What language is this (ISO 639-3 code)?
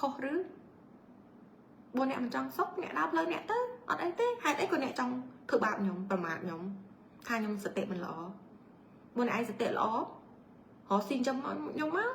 khm